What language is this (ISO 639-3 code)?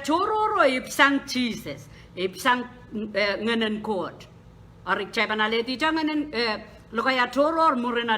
pon